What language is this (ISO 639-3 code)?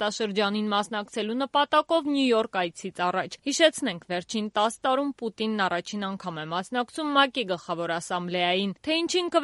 hye